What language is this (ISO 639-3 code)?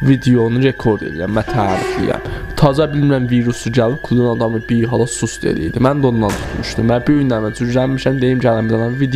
azb